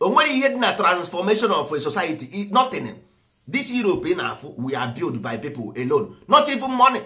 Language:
Igbo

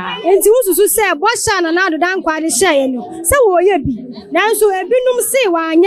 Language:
Akan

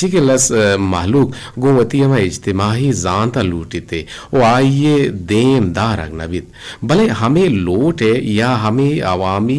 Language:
Eastern Balochi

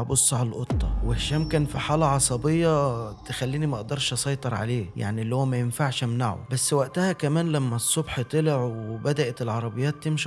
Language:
Egyptian Arabic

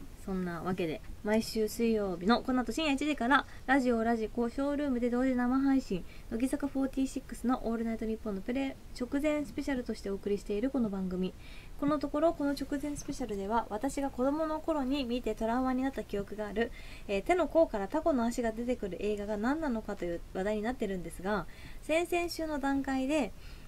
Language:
Japanese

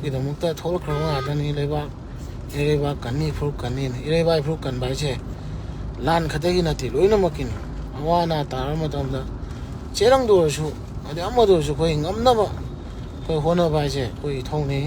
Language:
Manipuri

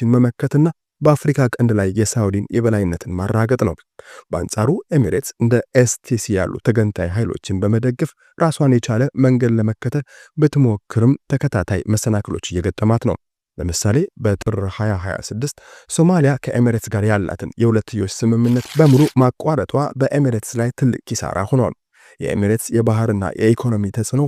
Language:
Amharic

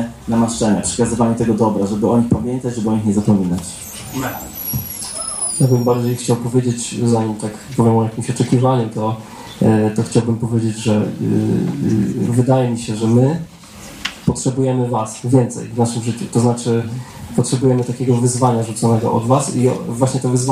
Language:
Polish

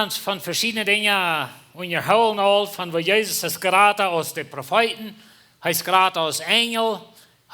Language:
Plautdietsch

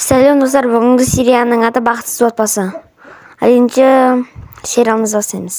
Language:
Kazakh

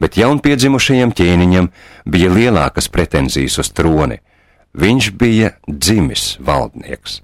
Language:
Latvian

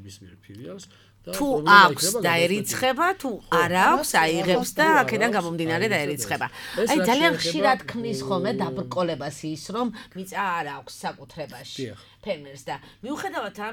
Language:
Georgian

